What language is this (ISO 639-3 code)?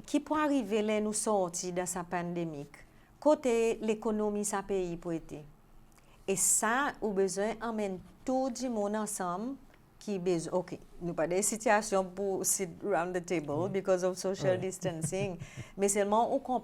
crs